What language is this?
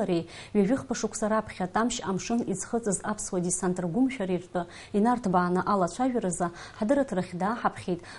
Abkhazian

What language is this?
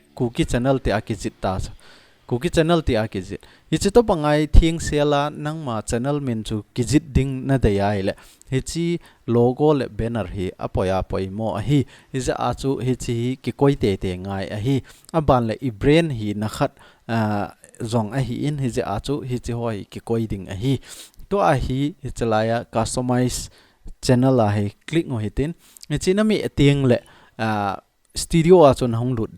Thado Chin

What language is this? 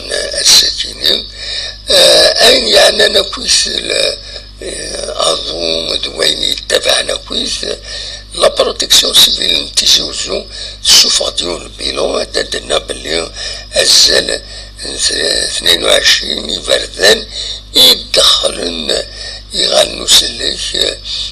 Kabyle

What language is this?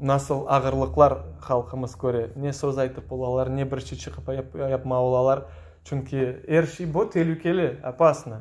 Crimean Tatar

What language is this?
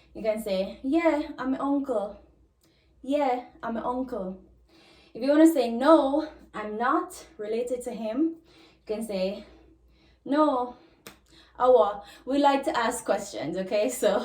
Jamaican Creole English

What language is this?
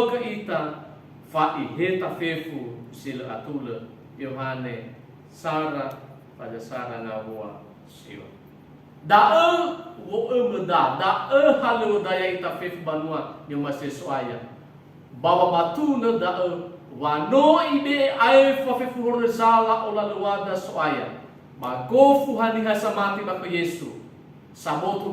Nias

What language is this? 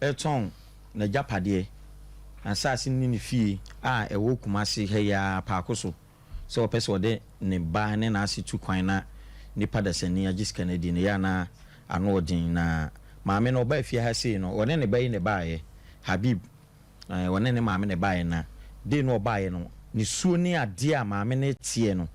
Akan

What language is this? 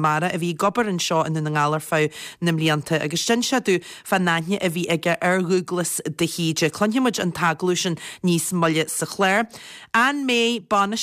Irish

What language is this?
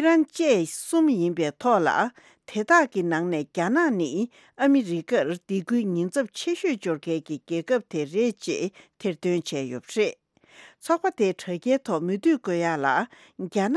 Tibetan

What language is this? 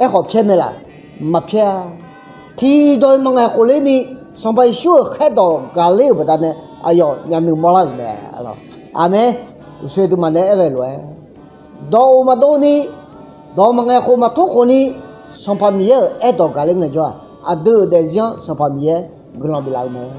Akha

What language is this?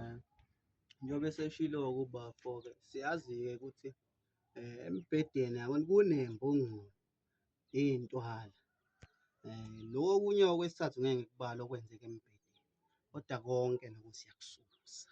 Zulu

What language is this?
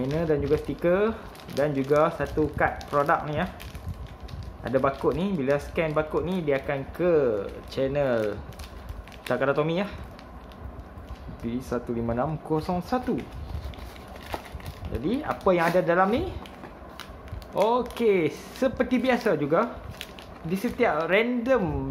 Malay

